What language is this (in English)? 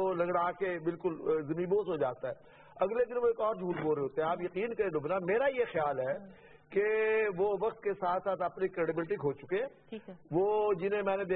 Urdu